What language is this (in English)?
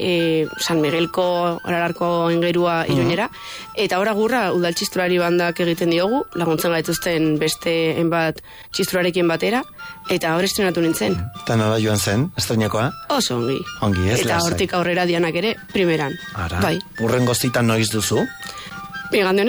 Basque